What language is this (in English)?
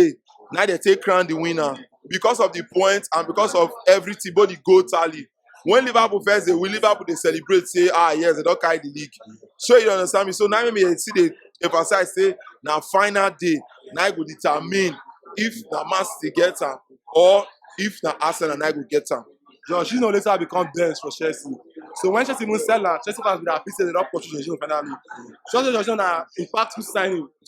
Nigerian Pidgin